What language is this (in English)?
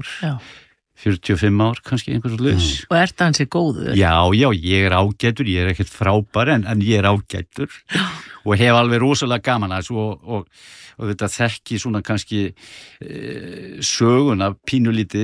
Icelandic